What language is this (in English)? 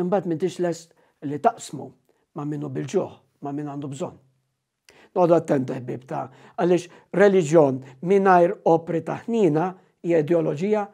Maltese